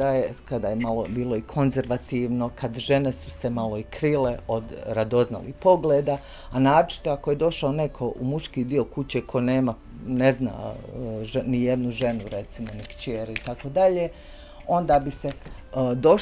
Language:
Bosnian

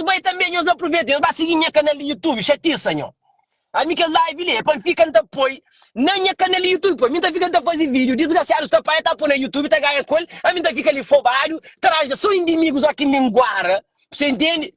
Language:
Kabuverdianu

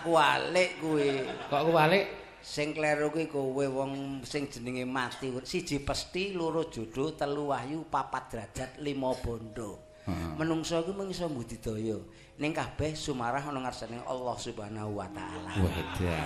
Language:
Javanese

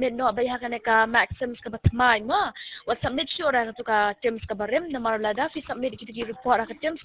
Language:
Khasi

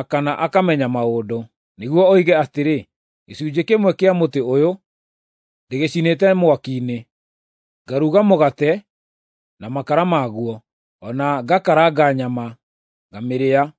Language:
Kikuyu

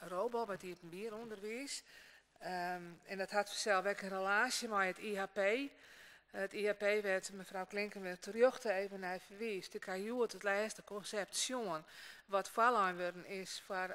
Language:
Western Frisian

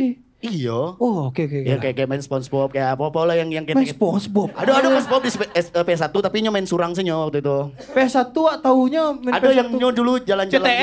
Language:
Minangkabau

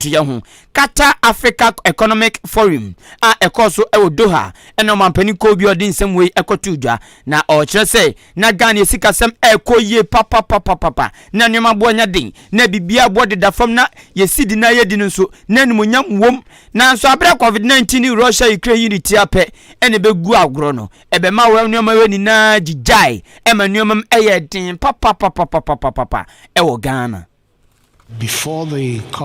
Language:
Akan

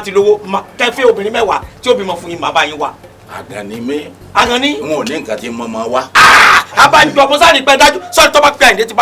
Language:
Yoruba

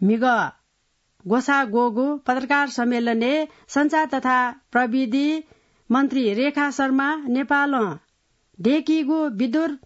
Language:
Newari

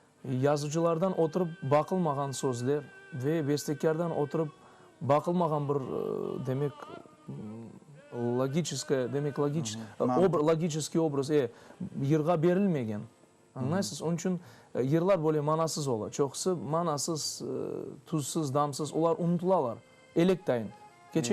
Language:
Crimean Tatar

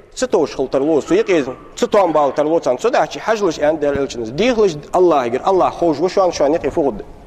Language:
Ingush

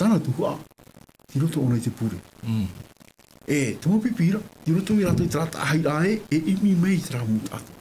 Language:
Tahitian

